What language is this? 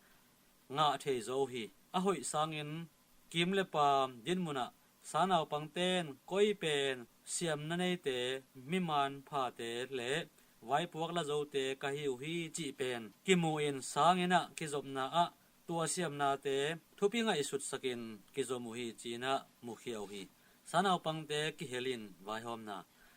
Tedim Chin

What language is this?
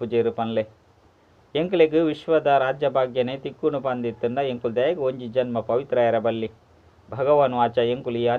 Tulu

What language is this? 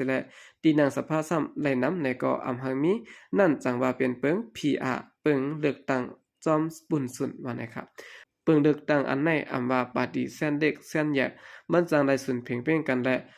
Shan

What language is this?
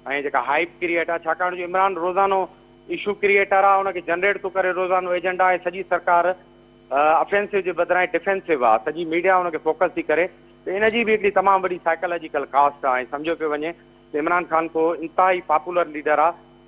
Sindhi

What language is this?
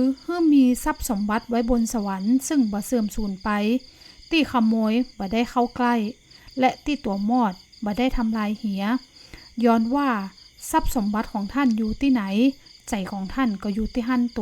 Northern Thai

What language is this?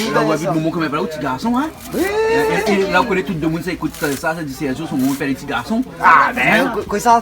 Réunion Creole French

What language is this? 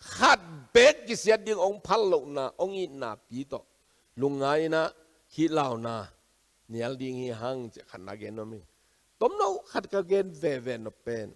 Tedim Chin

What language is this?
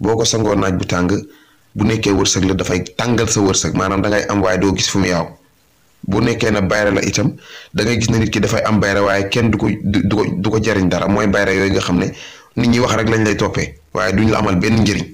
Wolof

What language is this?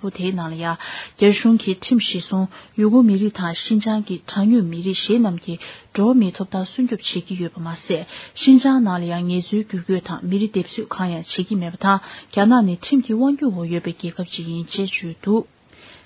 Tibetan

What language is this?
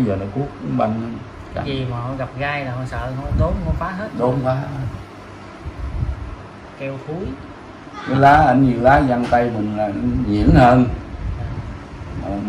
Vietnamese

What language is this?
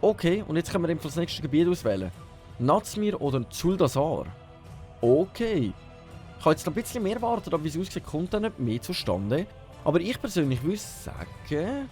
Swiss German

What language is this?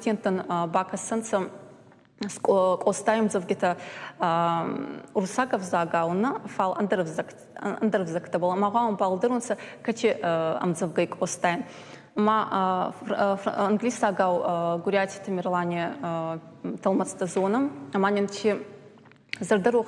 Ossetic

